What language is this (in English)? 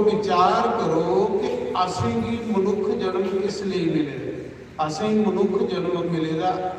Dogri